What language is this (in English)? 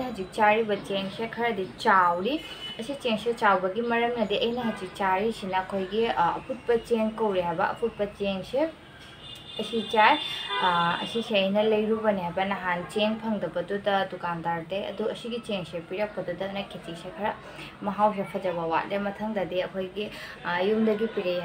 Manipuri